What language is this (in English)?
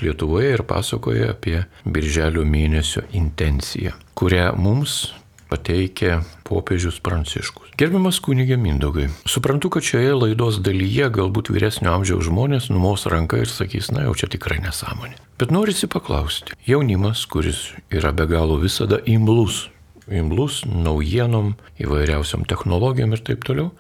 Lithuanian